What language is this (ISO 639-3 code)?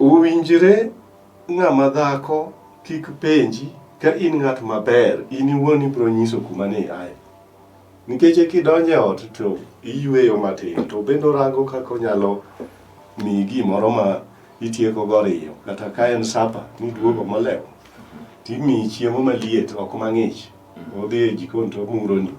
luo